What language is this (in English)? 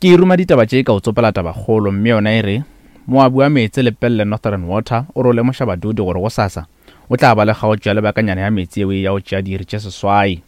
Northern Sotho